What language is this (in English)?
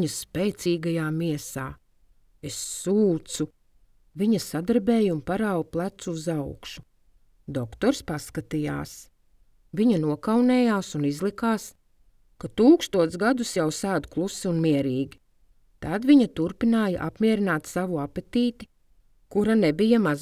Latvian